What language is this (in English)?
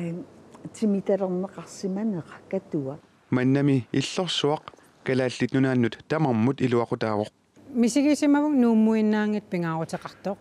Kalaallisut